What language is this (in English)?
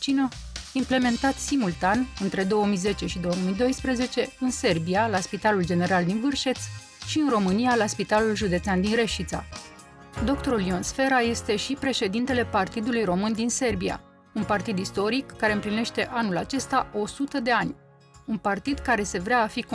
Romanian